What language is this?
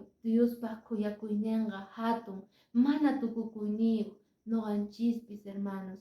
Quechua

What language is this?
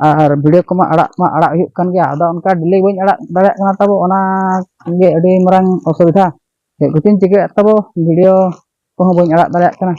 Santali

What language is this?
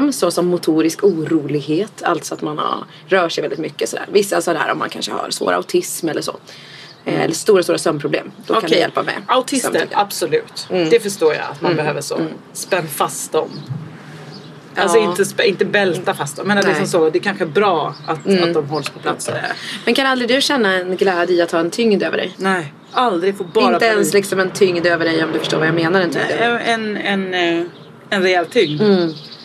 Swedish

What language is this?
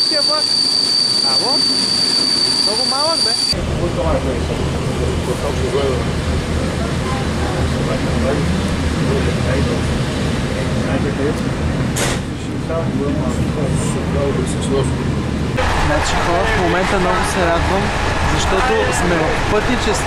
Bulgarian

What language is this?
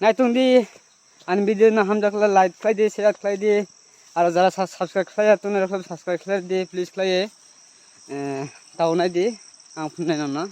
Kok Borok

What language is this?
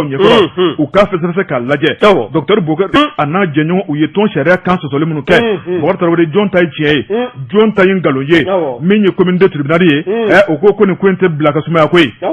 Bambara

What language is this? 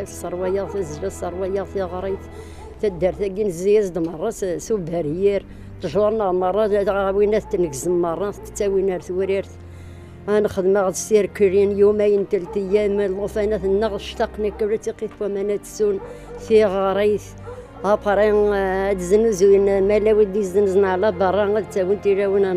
Kabyle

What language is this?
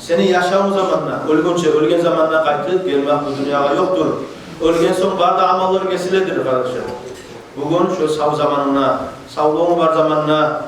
Kumyk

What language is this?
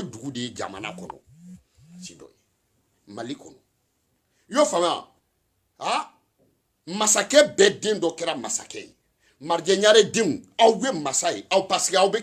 Bambara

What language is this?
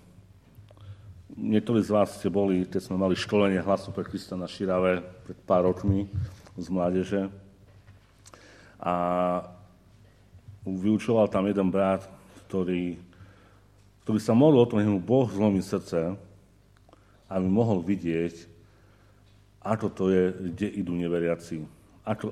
Slovak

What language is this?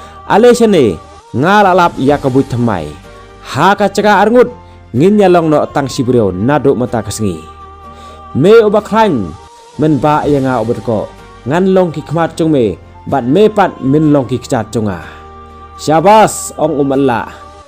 Khasi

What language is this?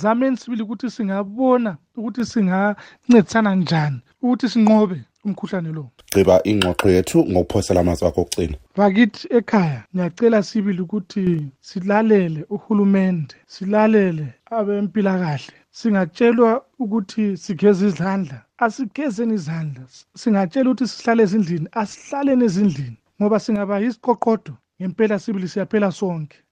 North Ndebele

